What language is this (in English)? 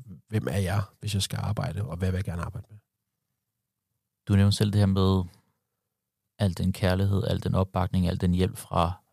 Danish